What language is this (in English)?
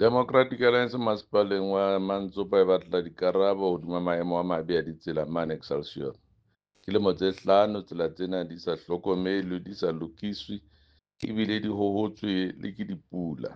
Southern Sotho